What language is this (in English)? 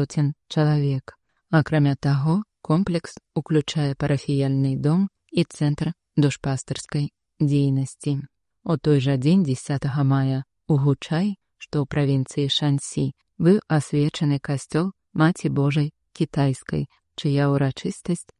Belarusian